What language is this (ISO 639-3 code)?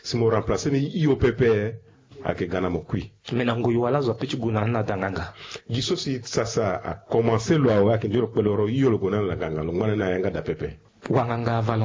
sag